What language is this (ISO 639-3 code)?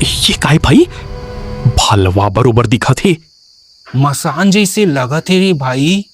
hne